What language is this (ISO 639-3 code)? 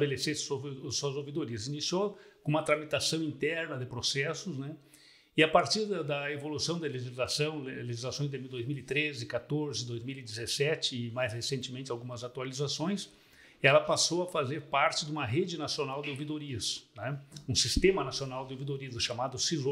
por